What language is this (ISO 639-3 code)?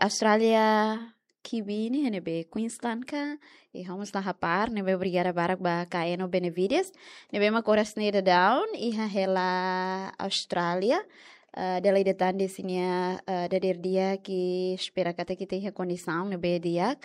tet